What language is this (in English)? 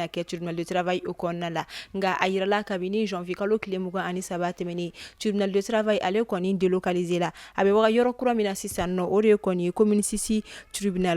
Bambara